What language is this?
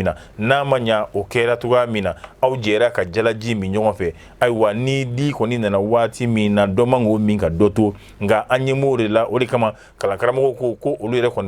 Bambara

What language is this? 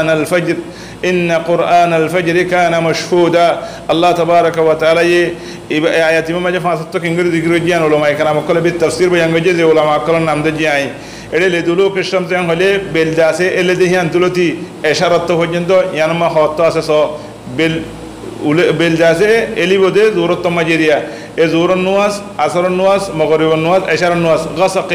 Rohingya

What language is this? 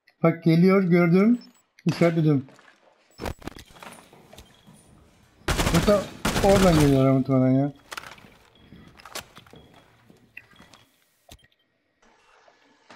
Turkish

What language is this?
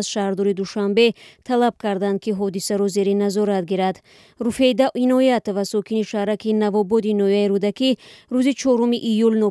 Tajik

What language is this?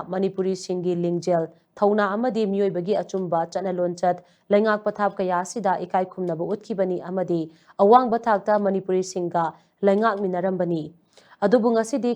Manipuri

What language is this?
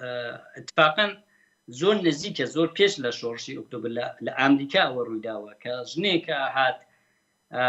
Central Kurdish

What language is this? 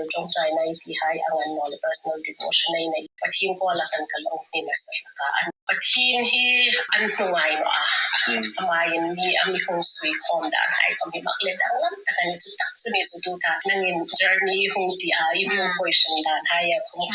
Hmar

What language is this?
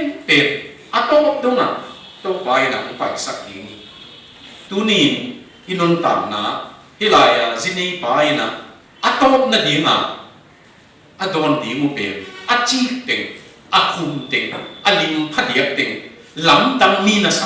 Tedim Chin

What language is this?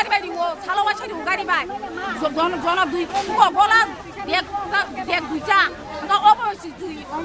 Kok Borok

